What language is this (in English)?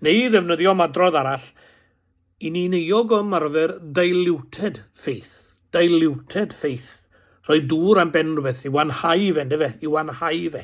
Welsh